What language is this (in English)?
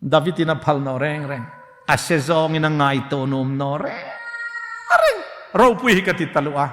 Hmar